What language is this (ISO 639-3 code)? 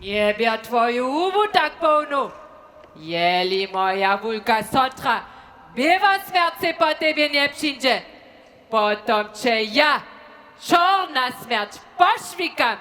hsb